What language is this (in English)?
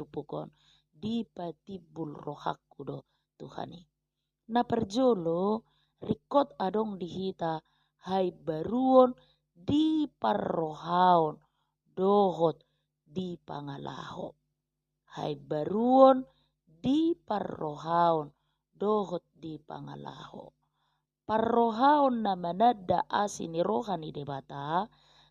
Batak Toba